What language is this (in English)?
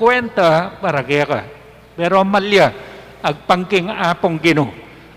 Pampanga